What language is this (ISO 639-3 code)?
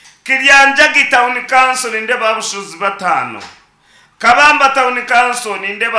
nyn